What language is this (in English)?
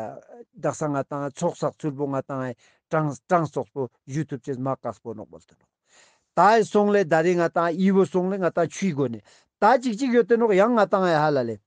Ladakhi